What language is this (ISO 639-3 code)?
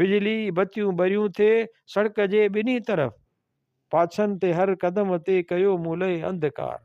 snd